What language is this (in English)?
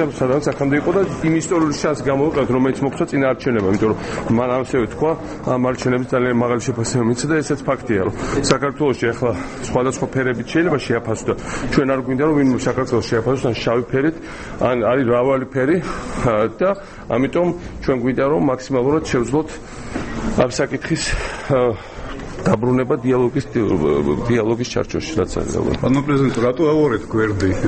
Georgian